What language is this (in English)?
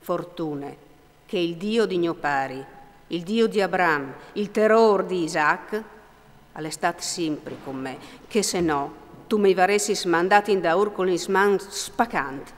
Friulian